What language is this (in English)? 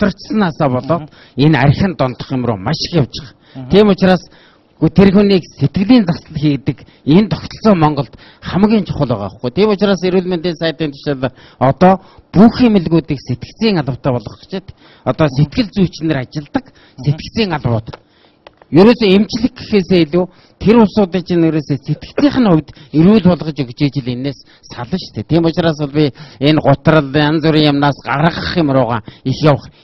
Mongolian